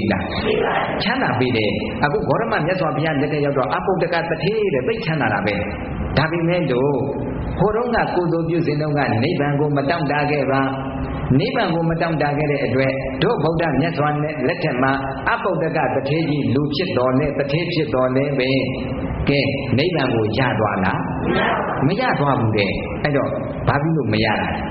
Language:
Burmese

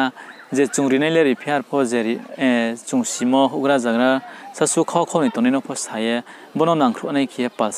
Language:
Riang (India)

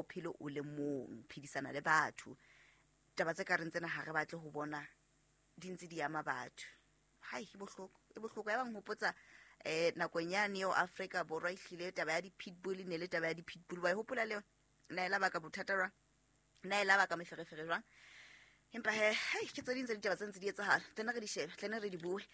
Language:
Southern Sotho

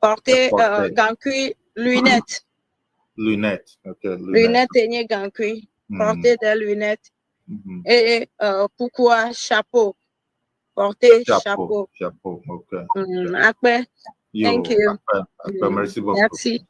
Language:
Ewe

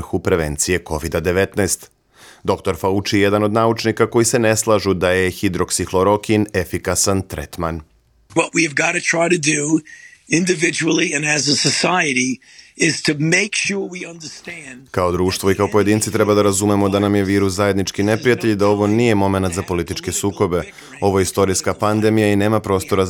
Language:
Serbian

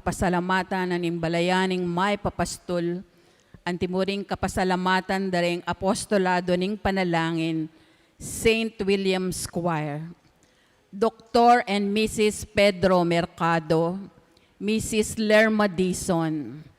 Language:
Pampanga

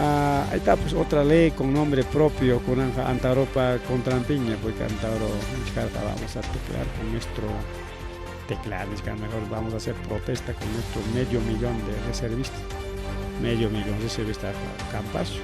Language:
Ayacucho Quechua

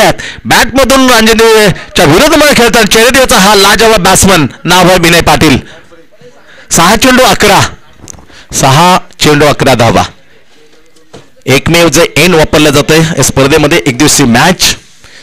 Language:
Marathi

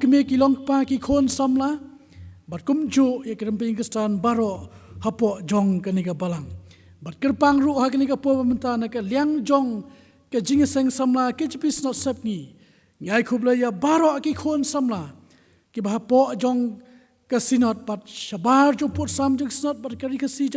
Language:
Khasi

